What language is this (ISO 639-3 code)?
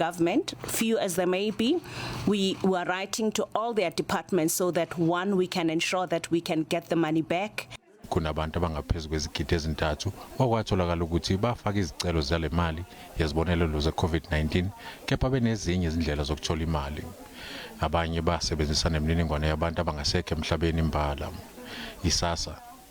zul